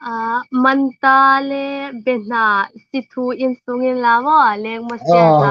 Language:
Hmar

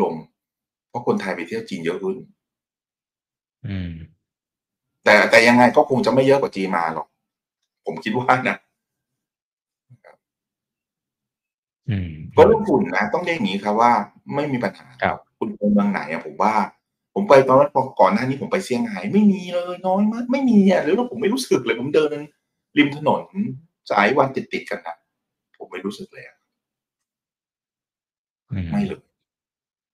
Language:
Thai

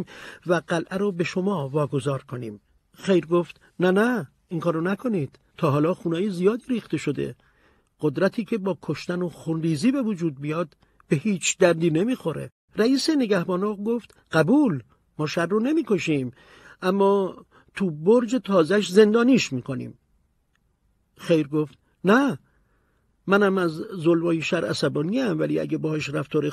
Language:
Persian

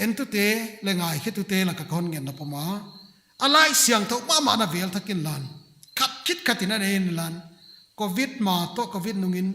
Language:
Paite Chin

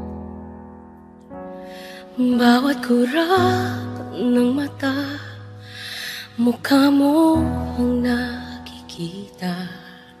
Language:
Filipino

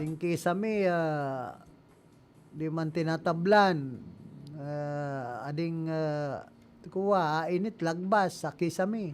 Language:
Bikol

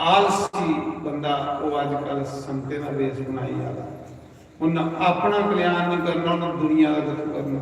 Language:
Dogri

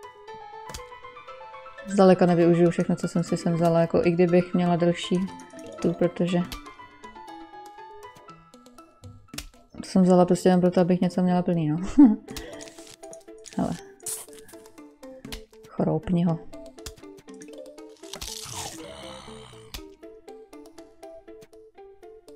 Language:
Czech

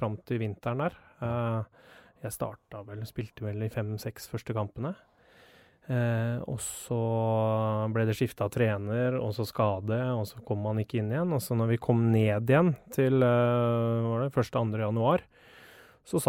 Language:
Norwegian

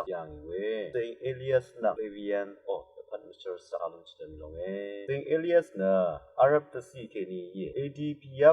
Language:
Rawang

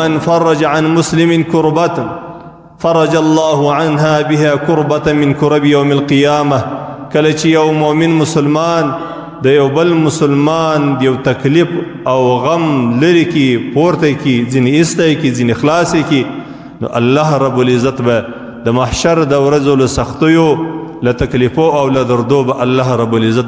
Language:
Pashto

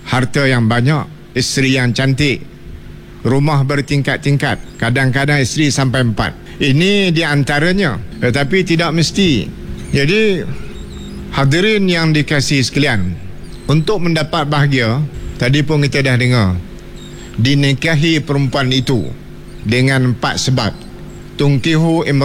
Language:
Malay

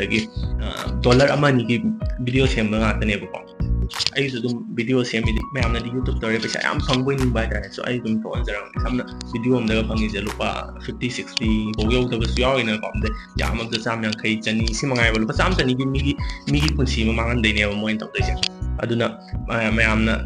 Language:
Manipuri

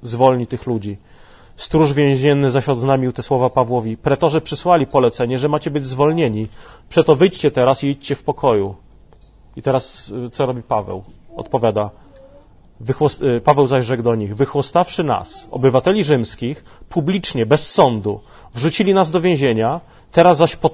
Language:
Polish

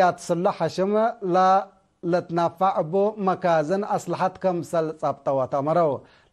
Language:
Tigre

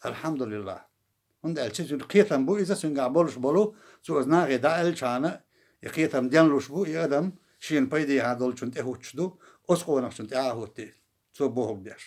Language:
Chechen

